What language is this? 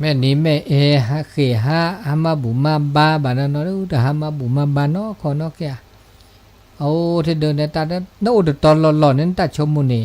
S'gaw Karen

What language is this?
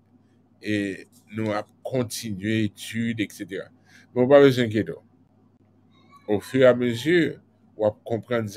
French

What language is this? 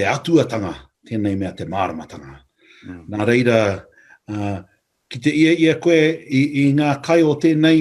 Māori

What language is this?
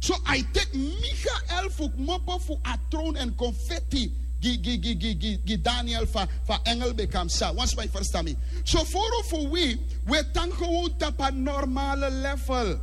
Sranan Tongo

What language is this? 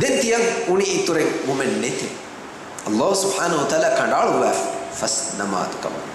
Divehi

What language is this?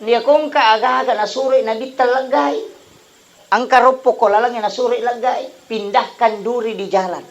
Buginese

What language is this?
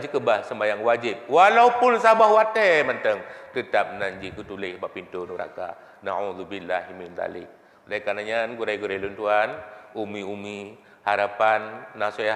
Achinese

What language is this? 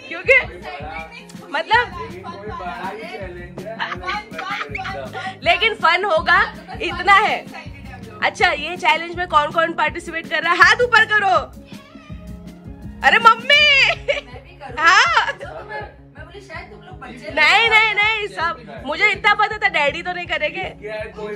Hindi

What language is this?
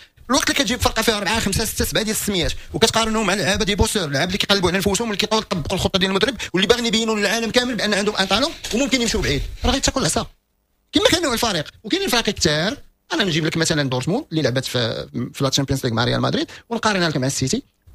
Moroccan Arabic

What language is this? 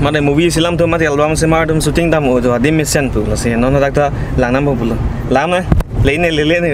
Karbi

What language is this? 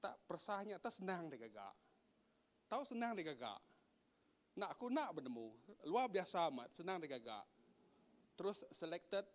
Iban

